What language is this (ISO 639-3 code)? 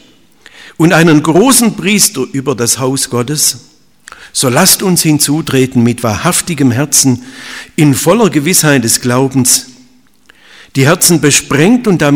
deu